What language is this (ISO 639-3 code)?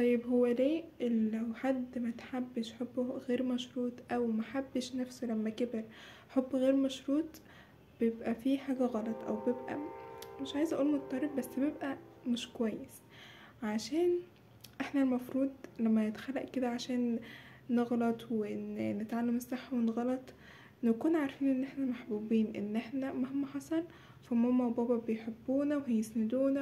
arz